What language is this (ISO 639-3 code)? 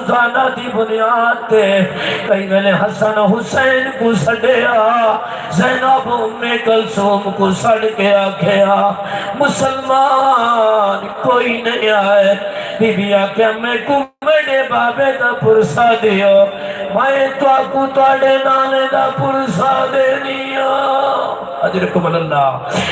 skr